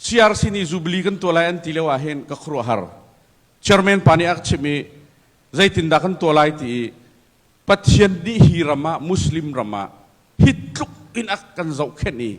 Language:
Hakha Chin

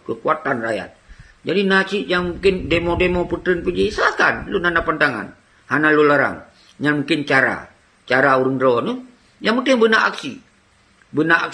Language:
Achinese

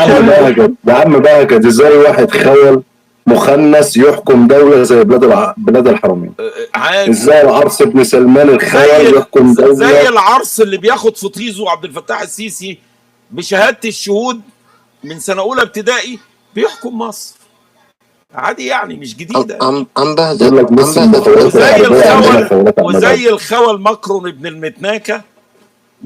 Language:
Egyptian Arabic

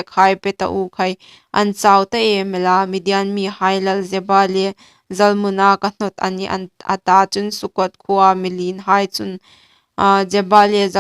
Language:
Hmar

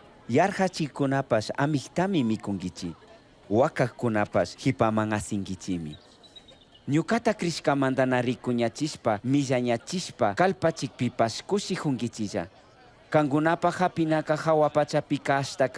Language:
Chimborazo Highland Quichua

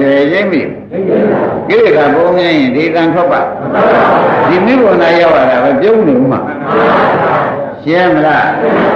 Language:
Burmese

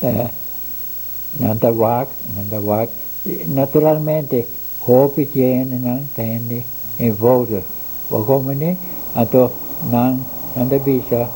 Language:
Papiamento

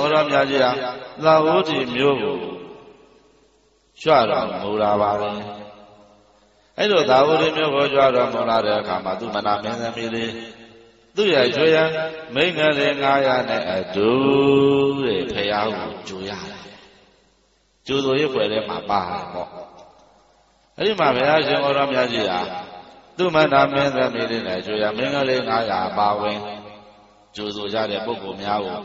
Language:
Burmese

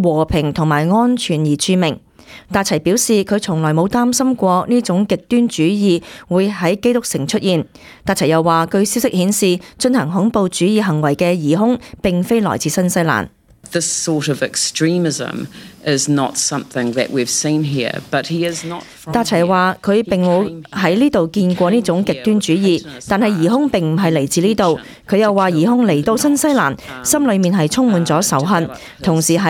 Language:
Cantonese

